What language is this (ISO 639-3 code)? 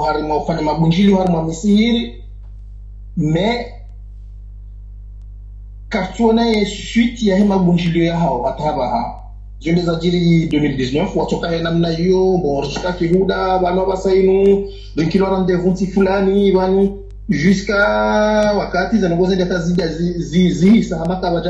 swa